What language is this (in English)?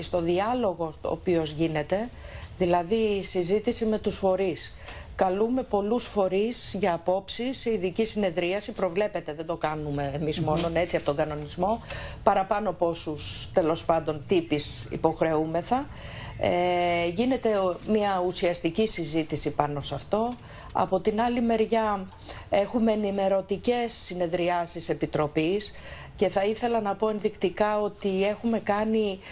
Greek